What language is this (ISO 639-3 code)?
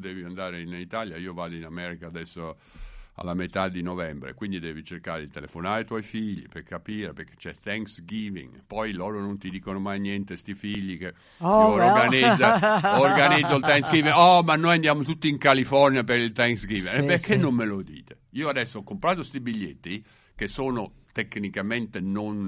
ita